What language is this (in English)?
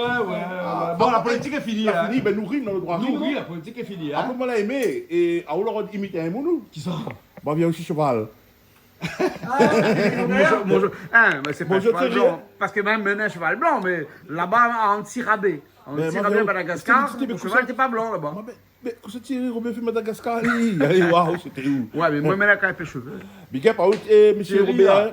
Réunion Creole French